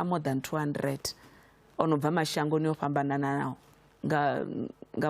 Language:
Venda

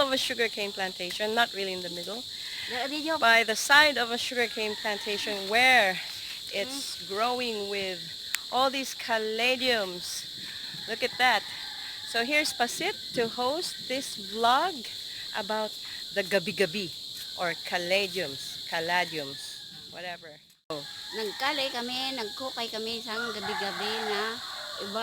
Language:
Hiligaynon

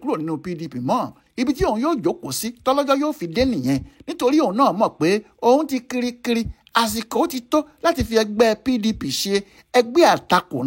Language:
Yoruba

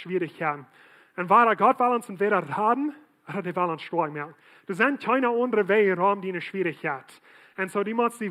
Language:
Plautdietsch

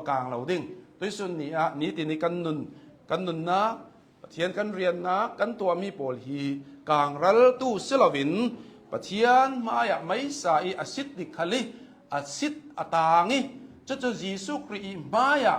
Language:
Hakha Chin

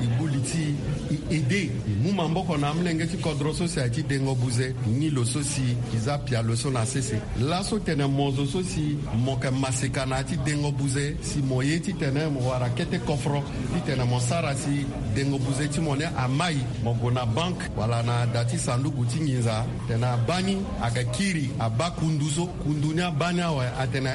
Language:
Sango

